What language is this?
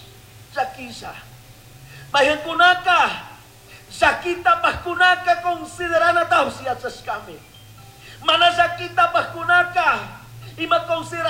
Chimborazo Highland Quichua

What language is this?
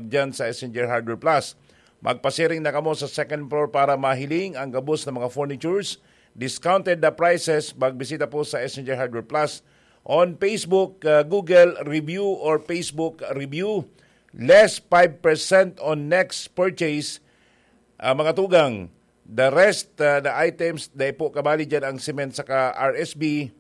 Bikol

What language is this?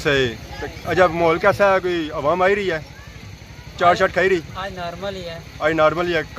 Pahari-Potwari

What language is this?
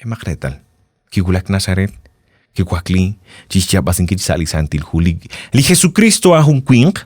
Kekchí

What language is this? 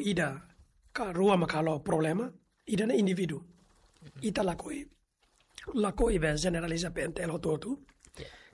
Tetum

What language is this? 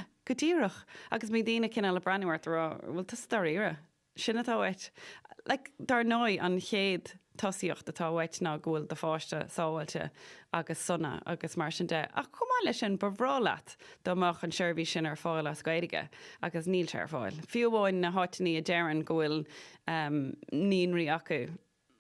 Irish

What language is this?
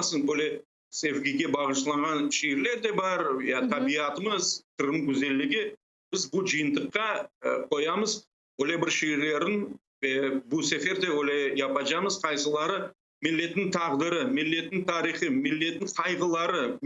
Crimean Tatar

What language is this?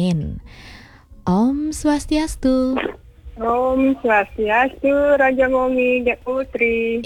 Balinese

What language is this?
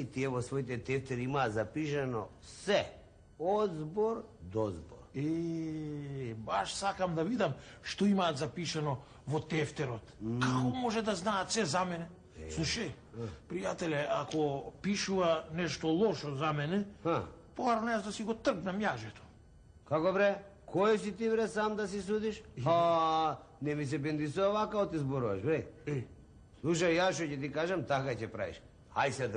Macedonian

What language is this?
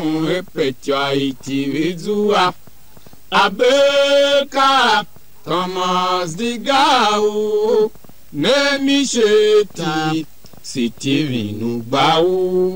Tiv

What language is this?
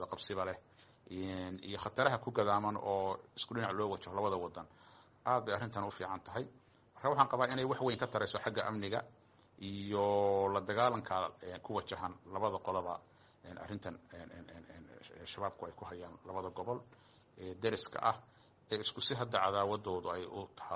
Somali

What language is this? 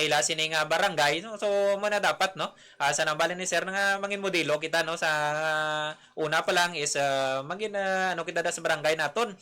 Hiligaynon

